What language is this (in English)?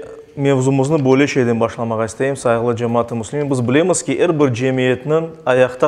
Crimean Tatar